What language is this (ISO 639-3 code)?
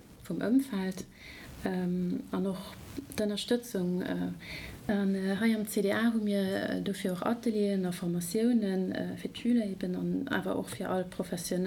ltz